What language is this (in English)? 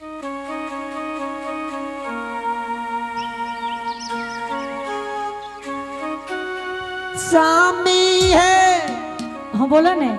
Angika